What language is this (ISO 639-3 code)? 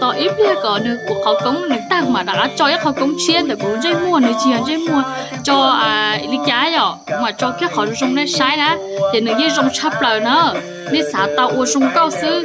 hmn